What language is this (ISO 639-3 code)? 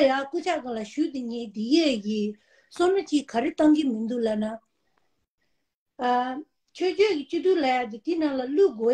bod